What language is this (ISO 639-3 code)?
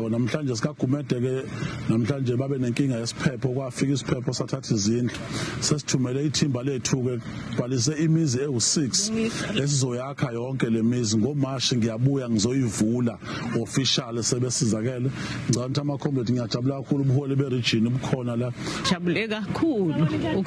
zul